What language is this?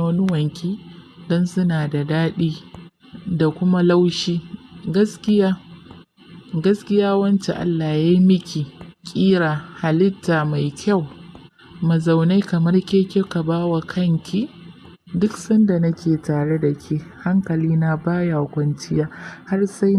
Hausa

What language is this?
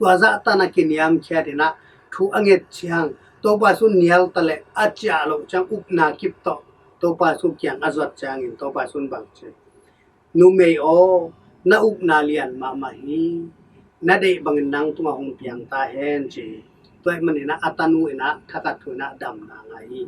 Tedim Chin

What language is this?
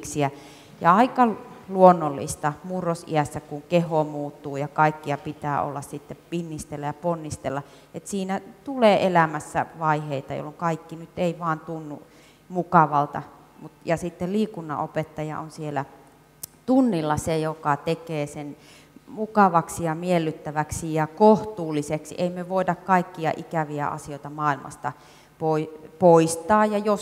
Finnish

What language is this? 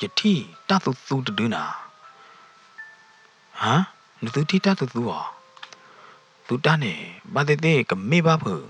S'gaw Karen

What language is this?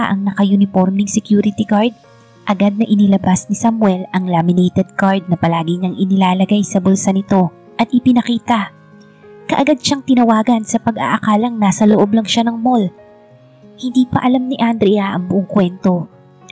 Filipino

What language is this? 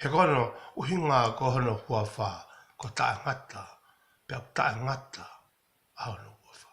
Tongan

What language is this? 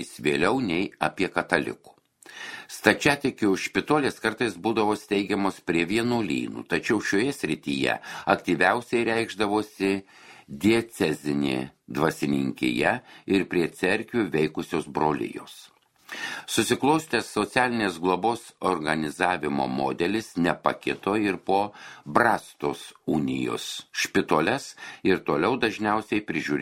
Lithuanian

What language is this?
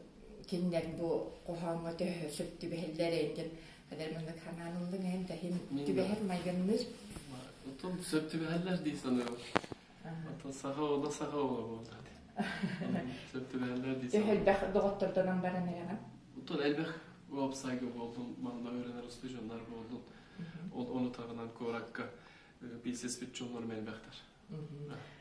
Yakut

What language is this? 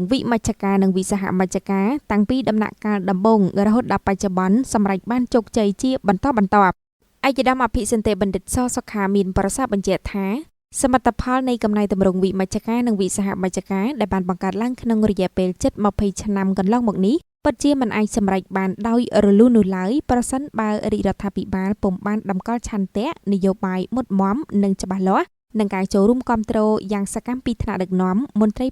Khmer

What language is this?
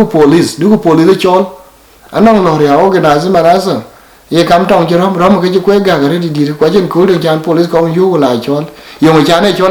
Dinka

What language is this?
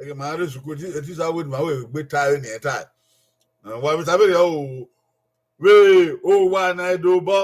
Bini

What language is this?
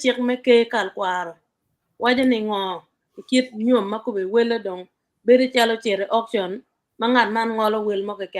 Acoli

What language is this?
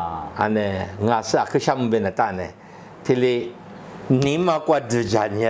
Lisu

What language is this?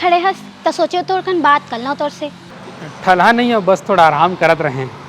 Chhattisgarhi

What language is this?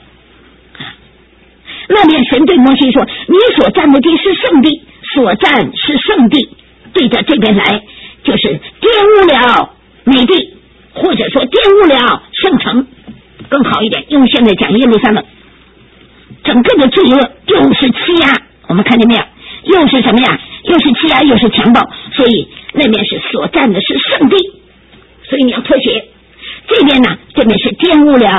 Chinese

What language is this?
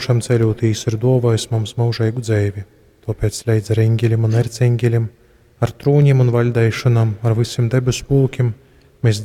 Latgalian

